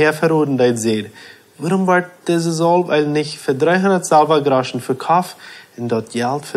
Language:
Plautdietsch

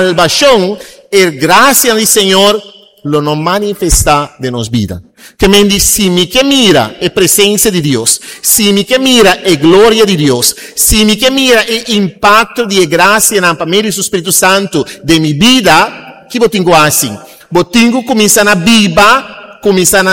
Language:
Papiamento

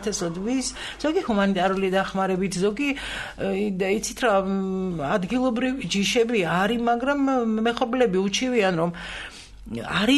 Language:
Georgian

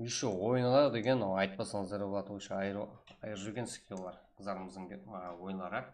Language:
Kara-Kalpak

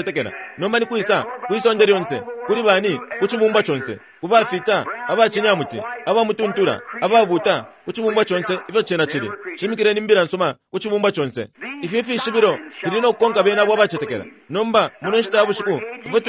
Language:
Bemba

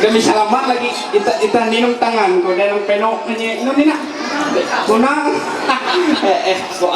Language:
Ma'anyan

